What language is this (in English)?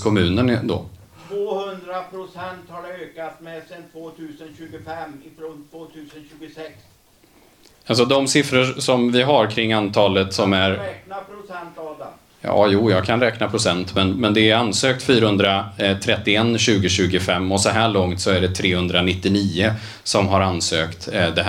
Swedish